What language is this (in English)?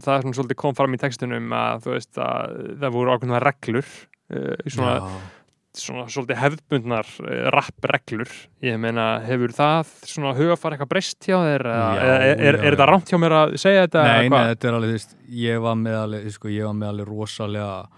Icelandic